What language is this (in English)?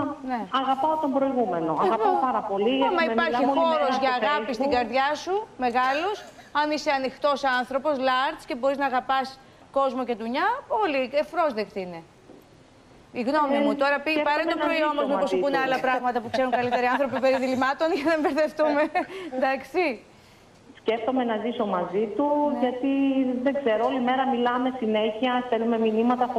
Greek